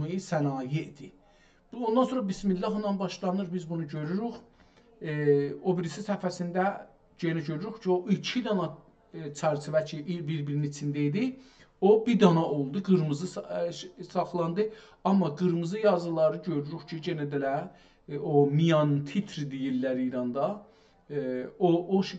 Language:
South Azerbaijani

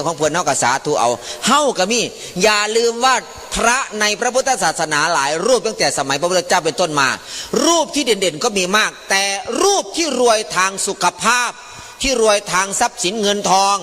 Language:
Northeastern Thai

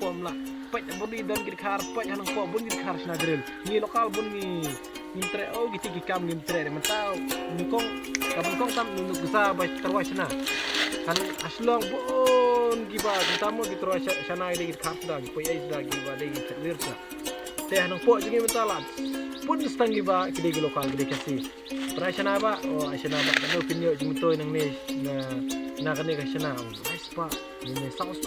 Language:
Khasi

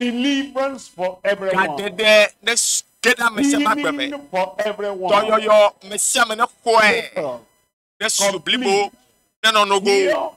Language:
Ewe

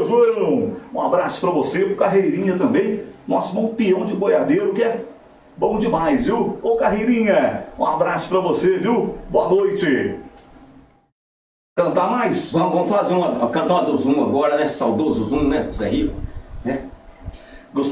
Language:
Portuguese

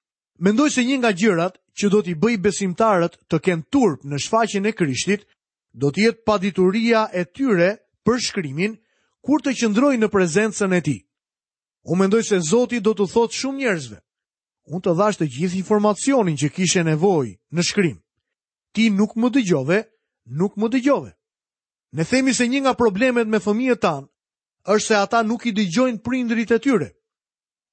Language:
Albanian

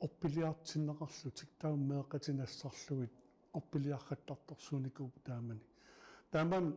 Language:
Kalaallisut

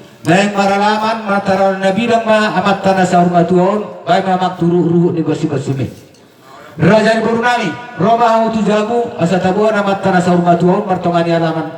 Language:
Batak Toba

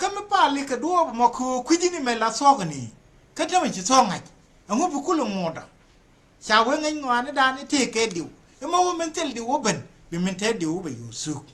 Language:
Nuer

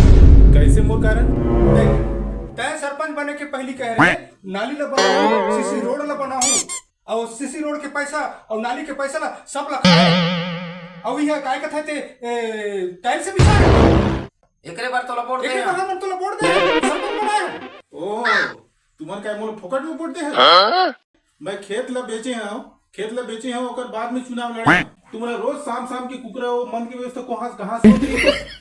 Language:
Chhattisgarhi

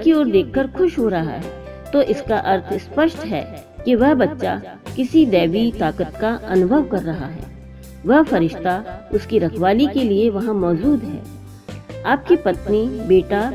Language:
Hindi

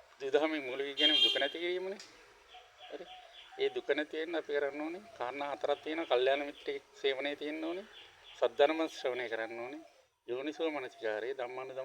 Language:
Sinhala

